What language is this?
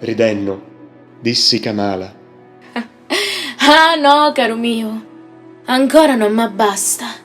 Sicilian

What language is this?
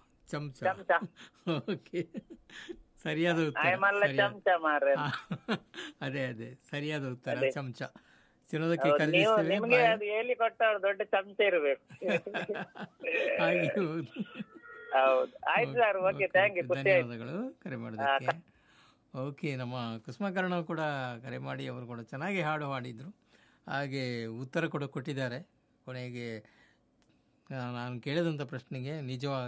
Kannada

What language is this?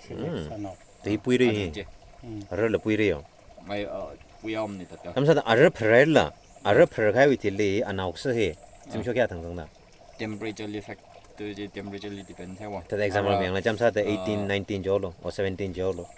Tangkhul Naga (India)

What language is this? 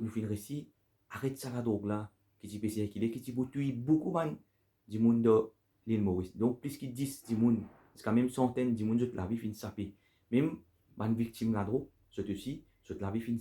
Morisyen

